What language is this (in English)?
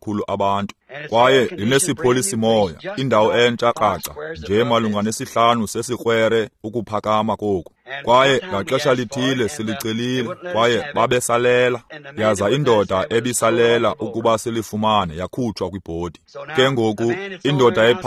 Xhosa